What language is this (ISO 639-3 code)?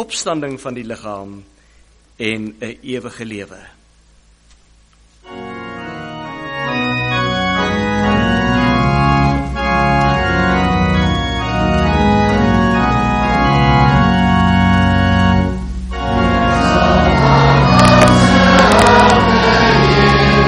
afr